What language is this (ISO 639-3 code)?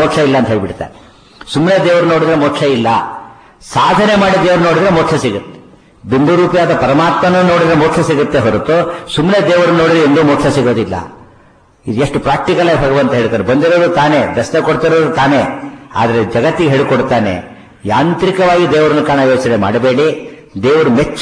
kan